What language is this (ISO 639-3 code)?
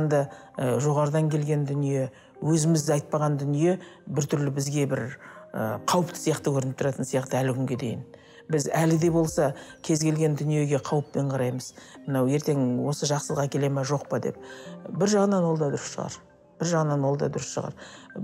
kaz